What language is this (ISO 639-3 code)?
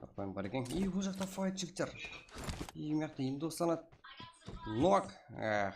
kaa